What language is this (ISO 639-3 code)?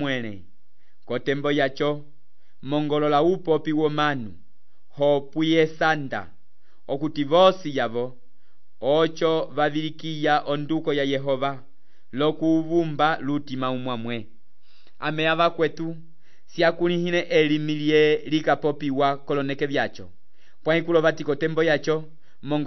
umb